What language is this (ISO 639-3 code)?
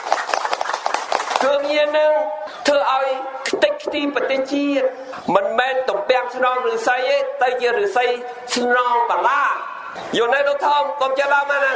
khm